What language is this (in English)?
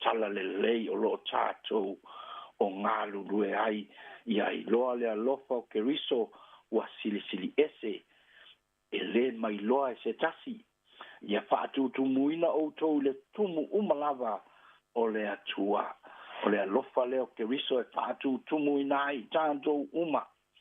Samoan